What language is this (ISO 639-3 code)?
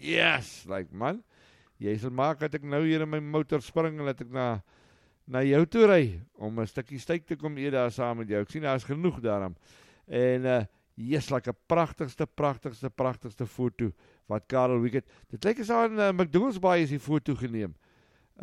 afr